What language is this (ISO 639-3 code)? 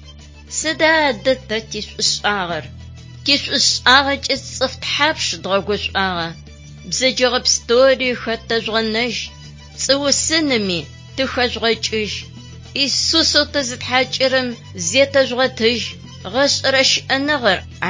ady